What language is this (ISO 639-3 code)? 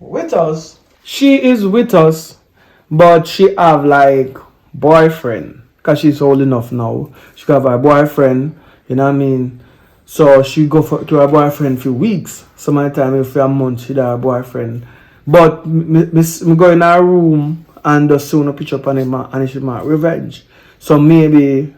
jam